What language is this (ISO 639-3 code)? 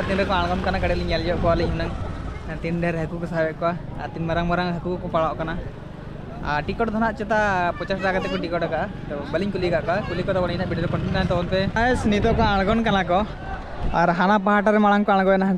sat